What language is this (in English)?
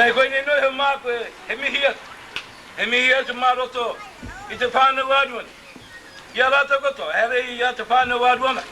Māori